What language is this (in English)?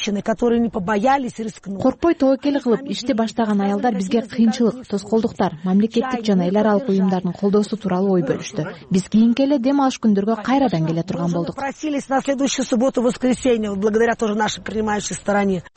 Kyrgyz